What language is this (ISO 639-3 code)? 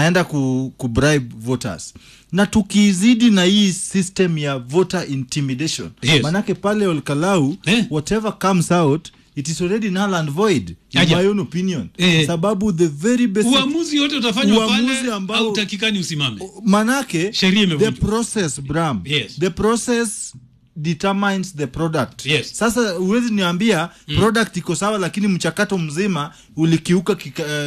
swa